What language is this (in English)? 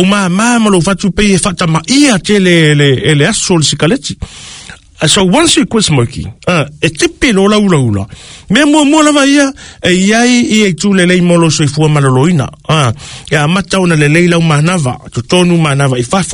Samoan